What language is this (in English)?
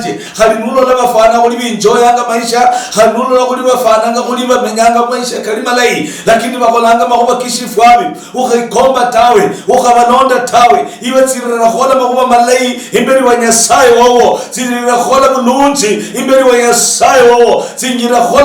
Luyia